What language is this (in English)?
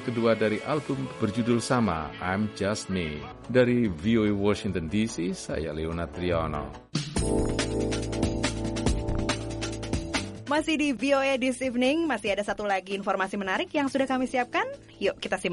Indonesian